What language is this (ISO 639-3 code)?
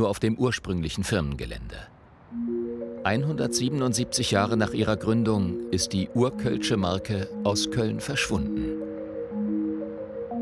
deu